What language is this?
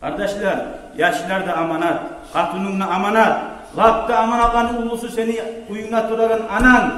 Kumyk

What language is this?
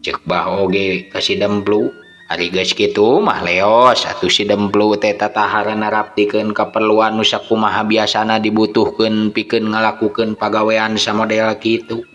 Sundanese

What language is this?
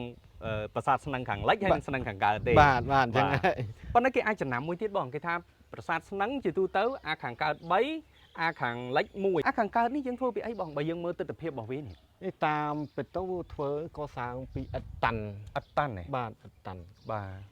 Khmer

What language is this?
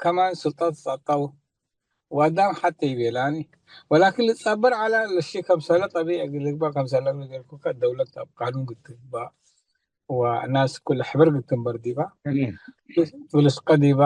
Tigre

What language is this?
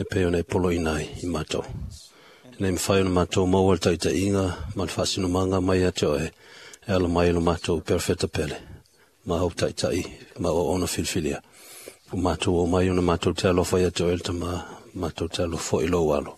Samoan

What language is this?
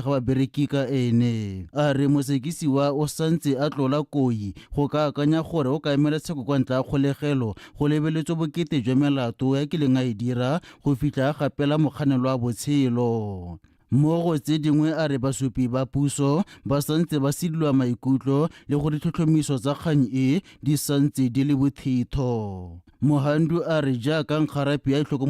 Tswana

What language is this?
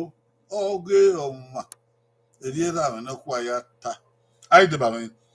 Bini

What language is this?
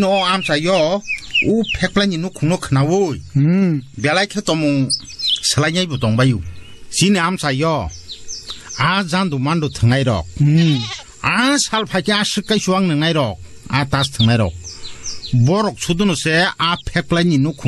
Kok Borok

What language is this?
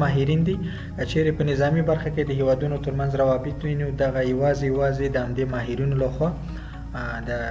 Pashto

